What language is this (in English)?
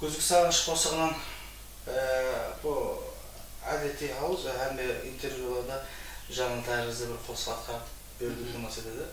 Kara-Kalpak